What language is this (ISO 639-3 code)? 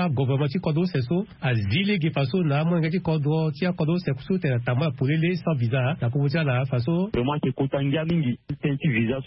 sag